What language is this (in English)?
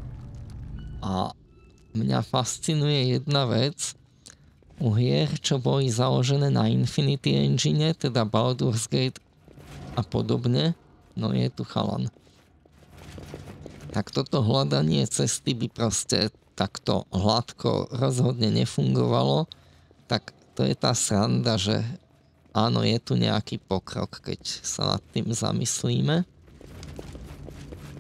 Slovak